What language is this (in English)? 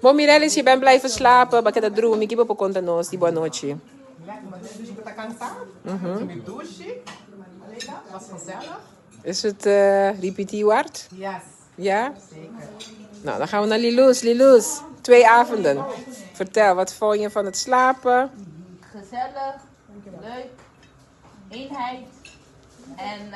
Papiamento